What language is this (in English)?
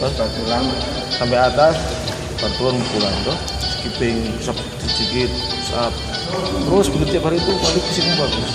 Ambonese Malay